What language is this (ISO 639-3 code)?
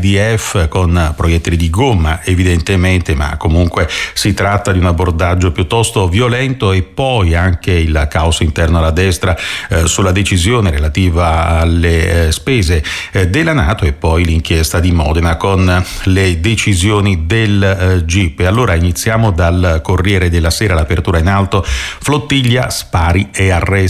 ita